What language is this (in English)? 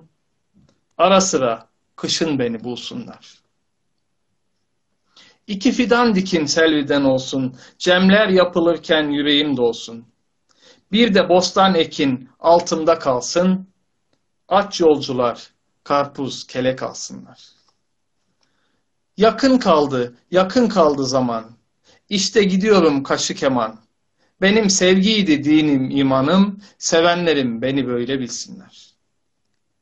Turkish